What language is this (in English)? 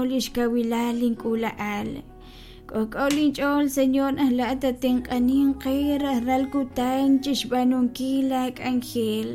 Kekchí